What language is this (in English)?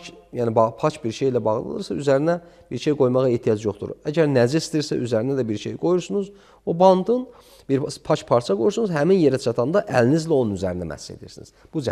Azerbaijani